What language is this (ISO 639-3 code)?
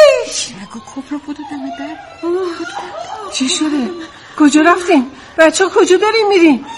fas